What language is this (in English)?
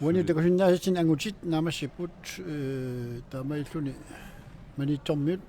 Kalaallisut